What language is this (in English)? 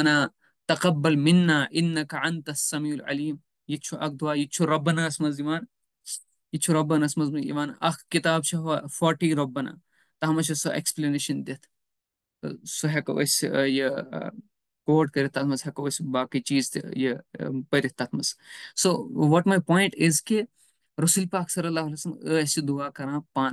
Kashmiri